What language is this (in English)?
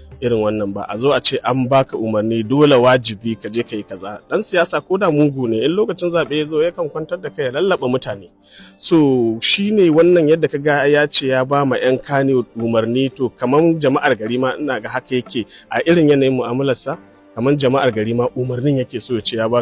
Hausa